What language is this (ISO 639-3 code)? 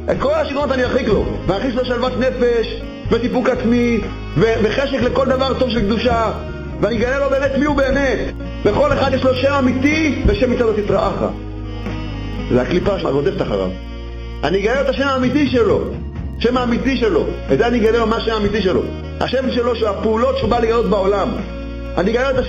heb